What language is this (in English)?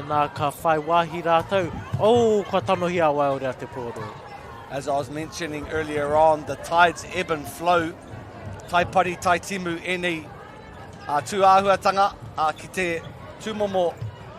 Māori